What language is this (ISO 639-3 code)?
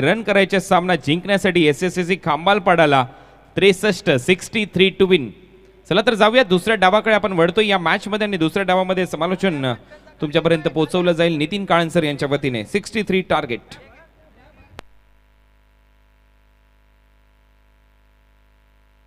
mar